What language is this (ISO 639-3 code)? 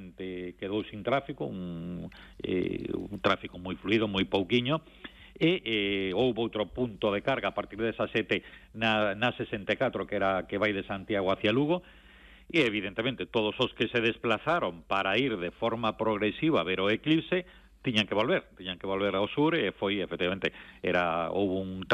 glg